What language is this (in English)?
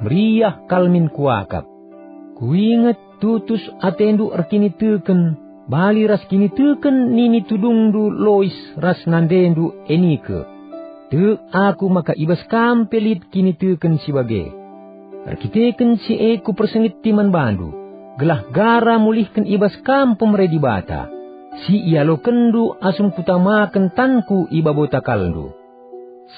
Batak Karo